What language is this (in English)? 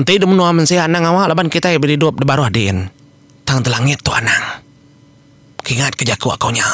Iban